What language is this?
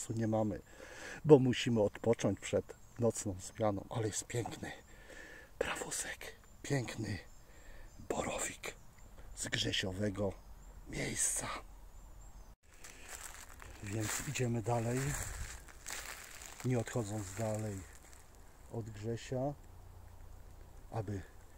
Polish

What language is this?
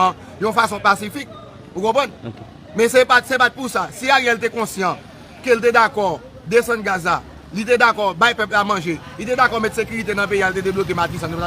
Haitian Creole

